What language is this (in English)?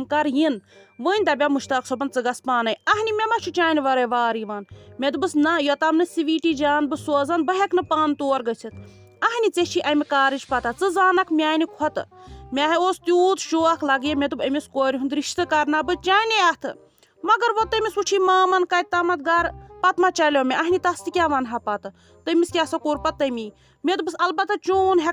Kashmiri